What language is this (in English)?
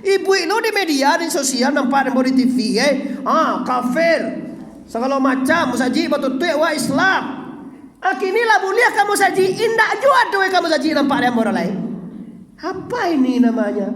Minangkabau